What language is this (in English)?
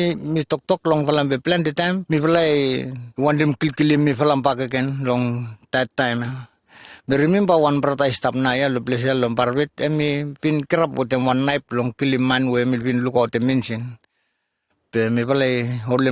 Bislama